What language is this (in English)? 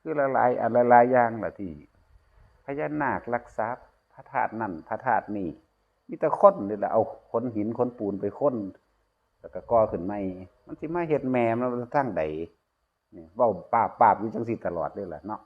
Northeastern Thai